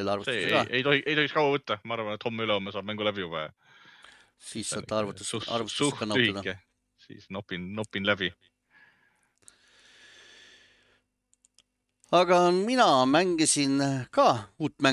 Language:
Estonian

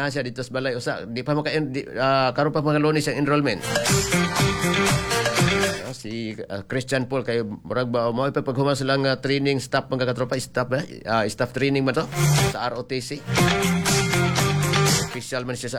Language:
Cebuano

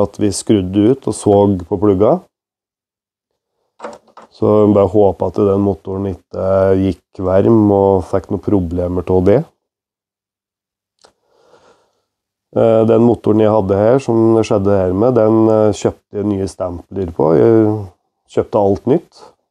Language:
Norwegian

